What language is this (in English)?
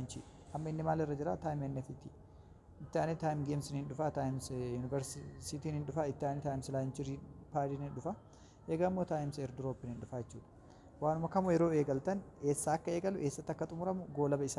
Oromo